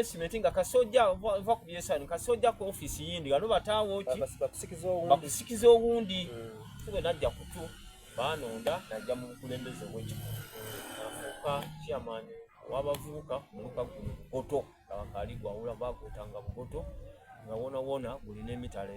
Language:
Soga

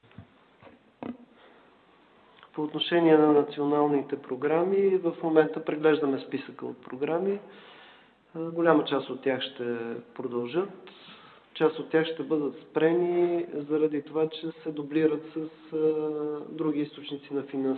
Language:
Bulgarian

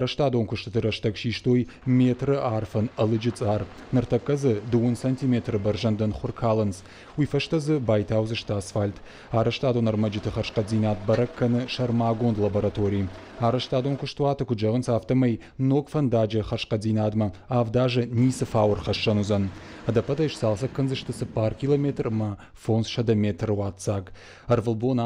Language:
Ossetic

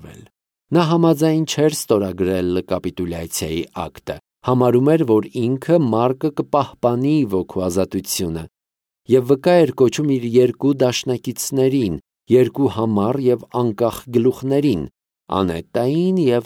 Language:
Armenian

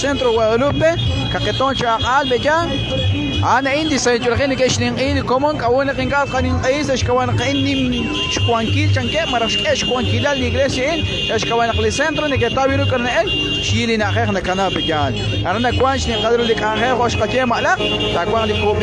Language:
Kekchí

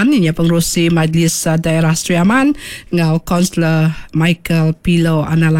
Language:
Iban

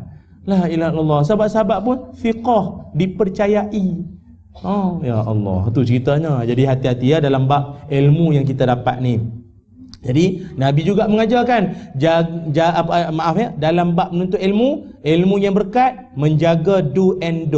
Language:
Malay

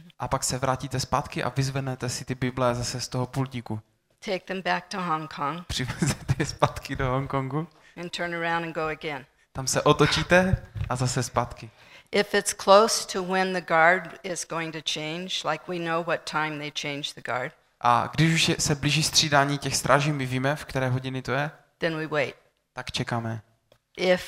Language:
Czech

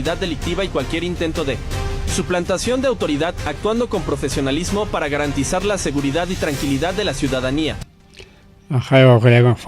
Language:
Ayacucho Quechua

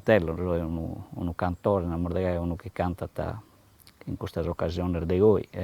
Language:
Sardinian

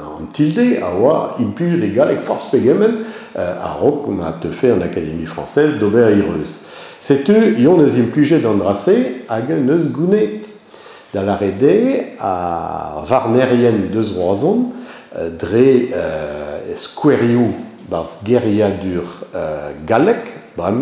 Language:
Breton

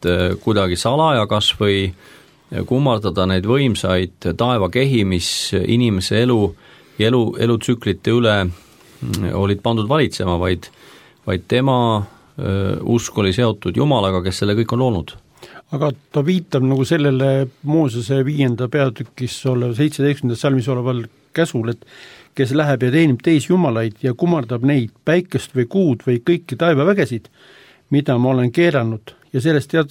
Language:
Estonian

